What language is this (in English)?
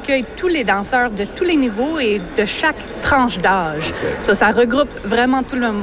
French